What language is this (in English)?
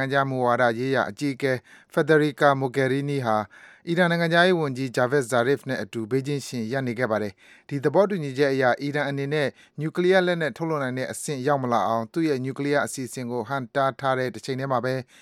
Burmese